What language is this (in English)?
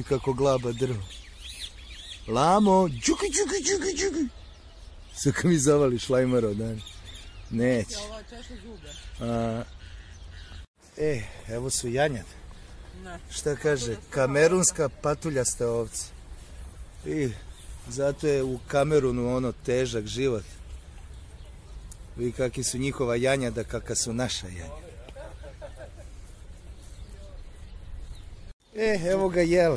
Serbian